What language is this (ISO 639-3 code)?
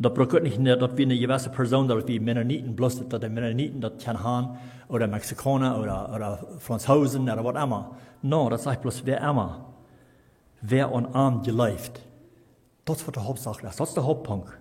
pdt